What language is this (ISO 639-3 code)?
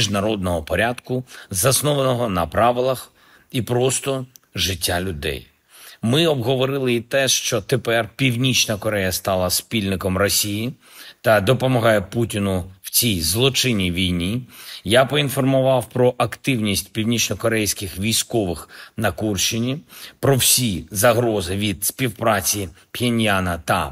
ukr